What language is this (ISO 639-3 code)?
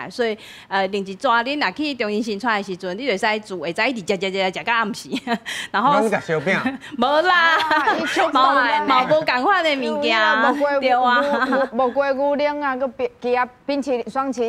nan